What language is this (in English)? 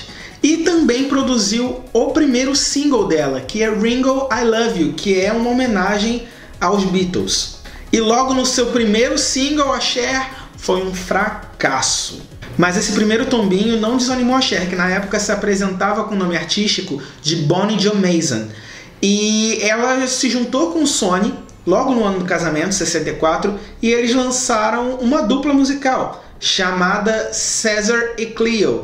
Portuguese